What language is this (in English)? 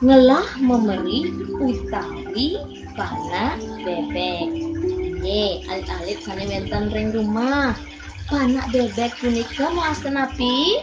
Balinese